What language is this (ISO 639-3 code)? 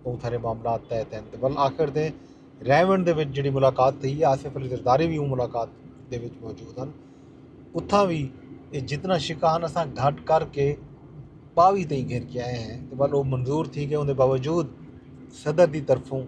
skr